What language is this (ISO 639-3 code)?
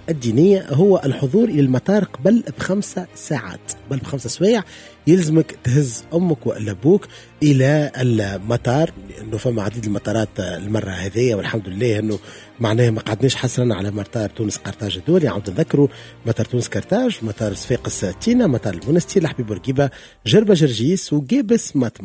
aeb